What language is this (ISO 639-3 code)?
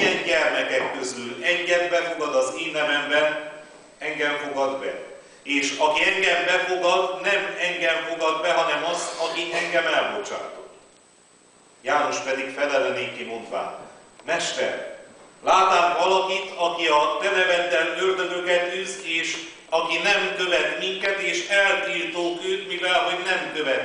hun